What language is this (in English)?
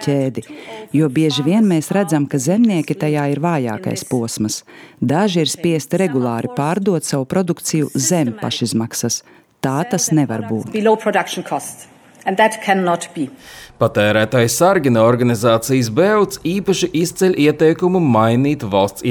Latvian